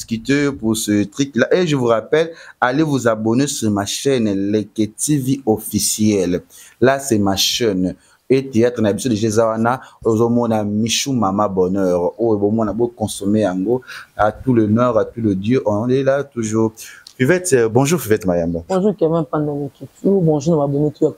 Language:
Lingala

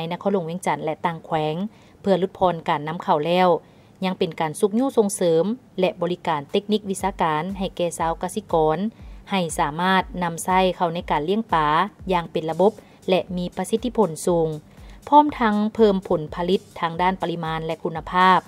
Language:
Lao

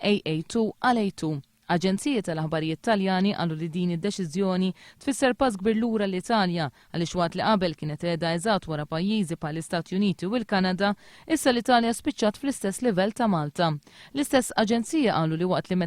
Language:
Maltese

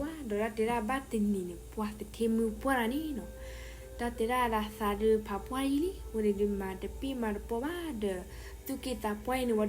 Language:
S'gaw Karen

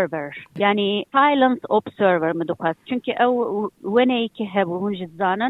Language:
Kurdish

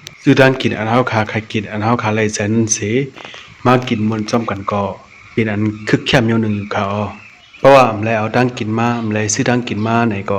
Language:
Shan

